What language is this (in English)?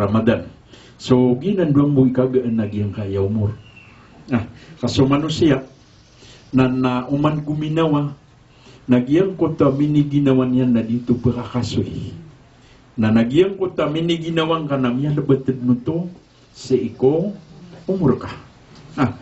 Maranao